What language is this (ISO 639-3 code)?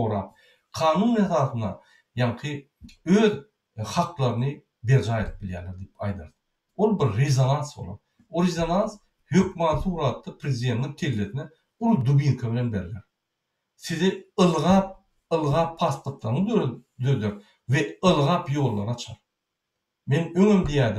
tuk